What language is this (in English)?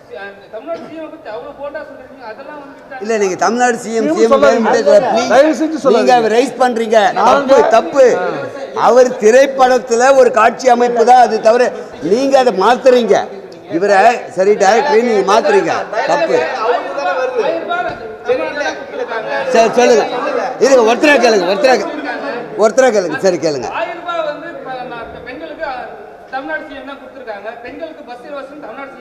Tamil